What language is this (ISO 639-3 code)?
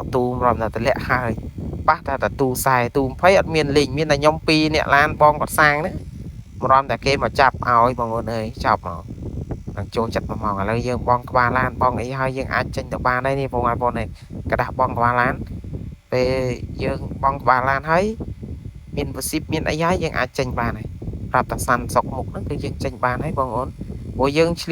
khm